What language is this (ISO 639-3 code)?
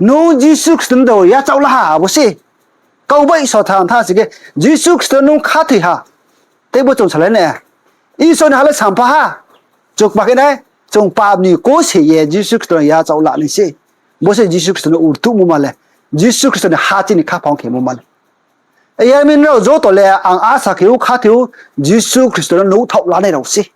ria